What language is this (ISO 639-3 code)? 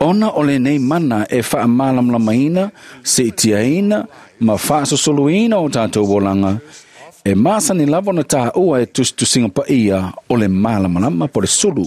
smo